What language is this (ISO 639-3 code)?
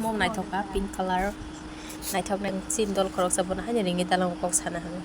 trp